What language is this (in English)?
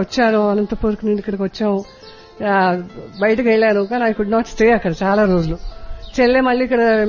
Telugu